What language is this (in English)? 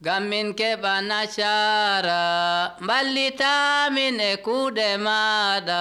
Nigerian Fulfulde